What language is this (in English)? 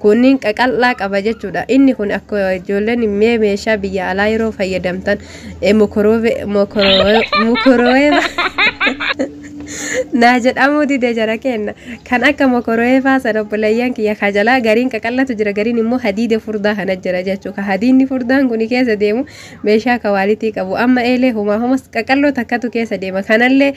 Oromo